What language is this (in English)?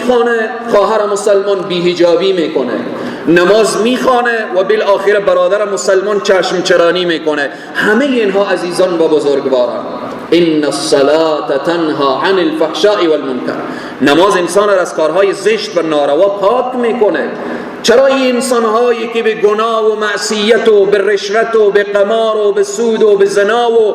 Persian